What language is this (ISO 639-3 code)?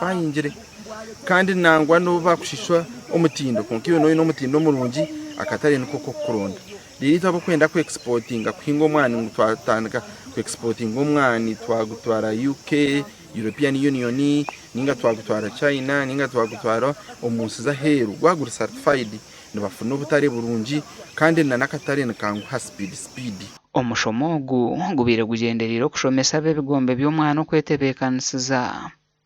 nyn